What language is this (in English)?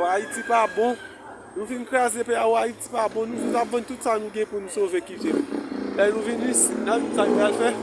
Haitian Creole